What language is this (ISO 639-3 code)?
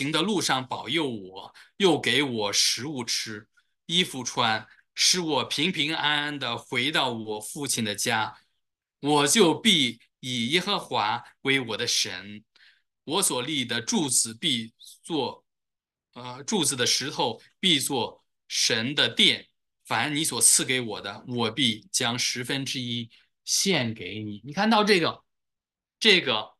zho